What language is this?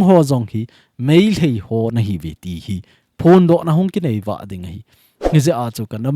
Thado Chin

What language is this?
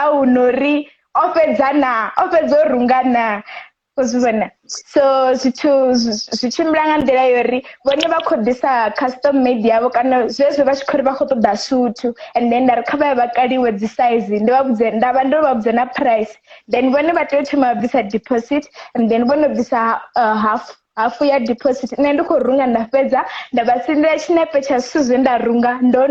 Venda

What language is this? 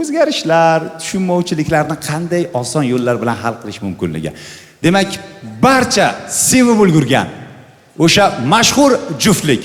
Uzbek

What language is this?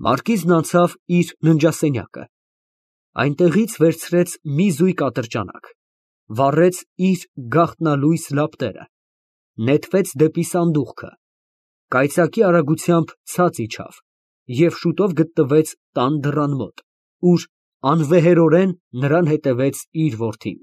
Armenian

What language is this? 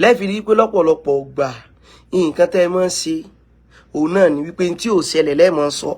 Yoruba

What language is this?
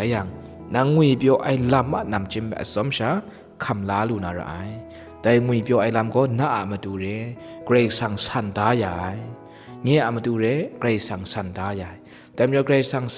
Kachin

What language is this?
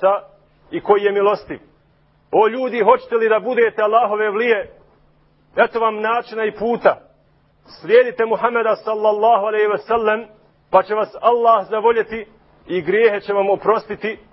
Bosnian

